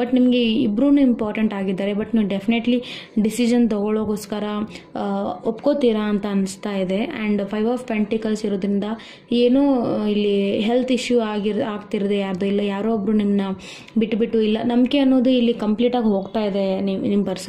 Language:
Kannada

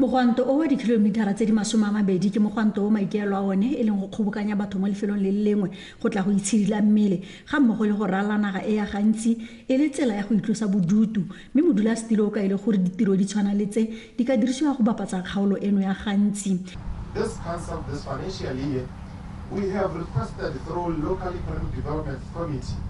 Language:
Tswana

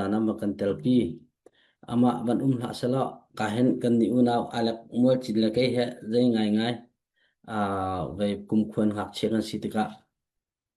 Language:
Falam Chin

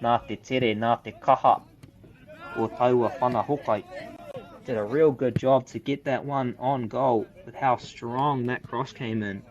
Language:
Māori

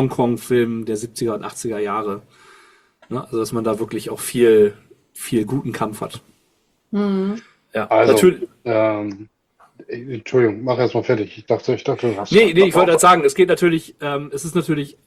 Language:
German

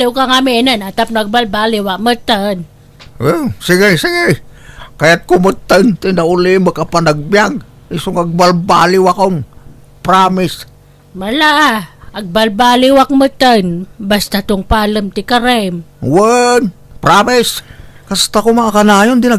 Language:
Iloko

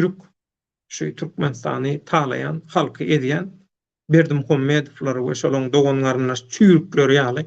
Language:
Turkmen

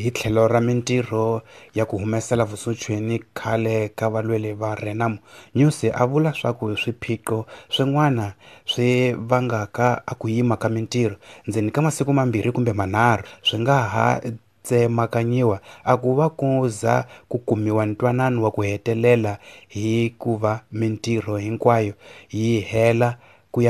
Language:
Tsonga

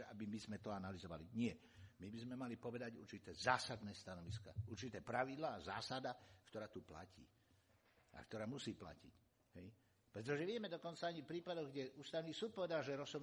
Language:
Slovak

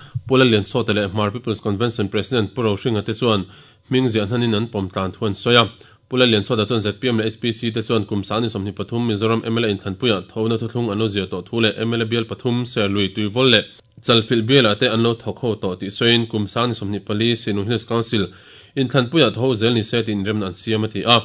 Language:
Mizo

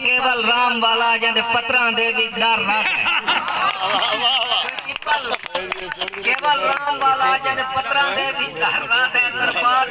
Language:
Saraiki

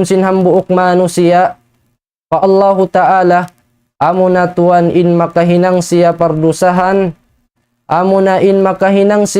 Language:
Tausug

